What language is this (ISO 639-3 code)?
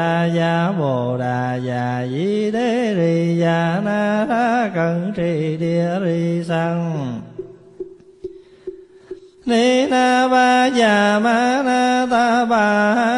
vie